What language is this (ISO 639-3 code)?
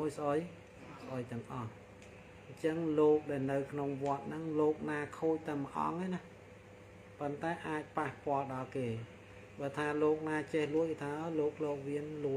khm